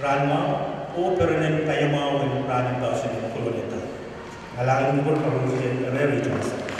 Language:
Pohnpeian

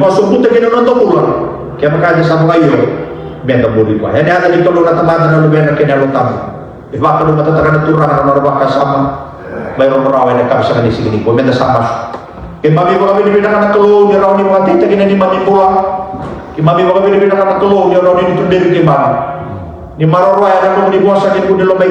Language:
Fijian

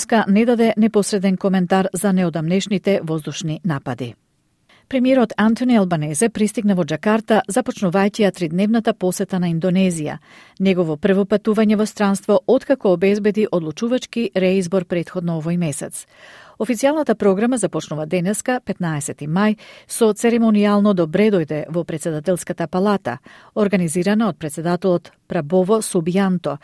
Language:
Macedonian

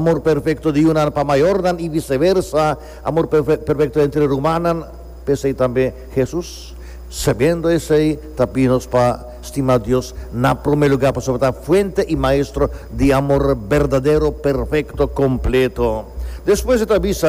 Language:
Papiamento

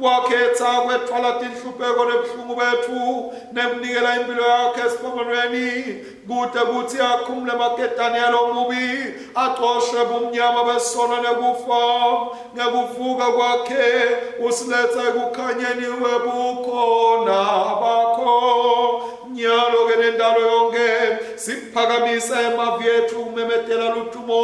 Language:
Swati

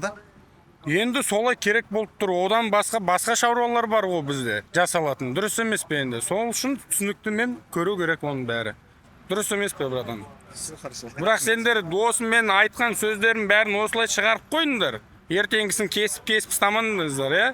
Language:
Kazakh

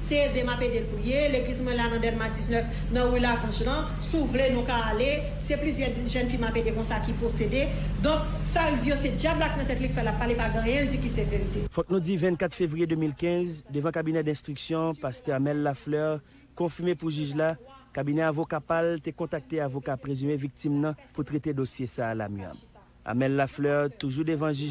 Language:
Haitian Creole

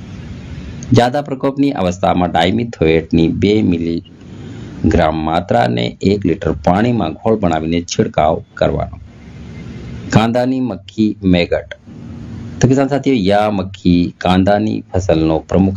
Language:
Gujarati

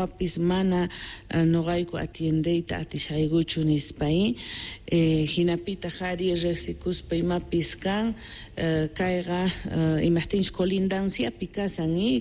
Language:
South Bolivian Quechua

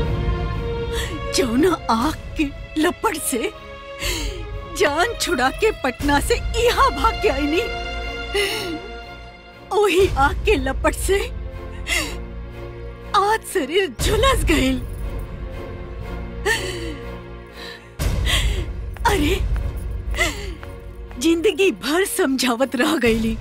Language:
Bhojpuri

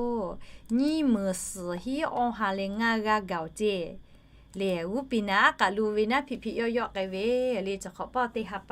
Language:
Lahu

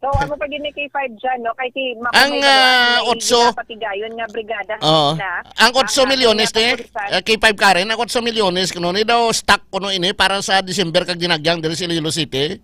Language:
Hiligaynon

